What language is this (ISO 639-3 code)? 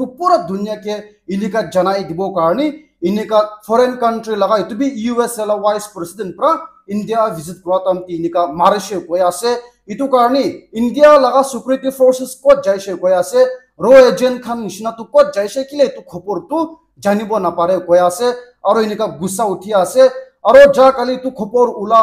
nag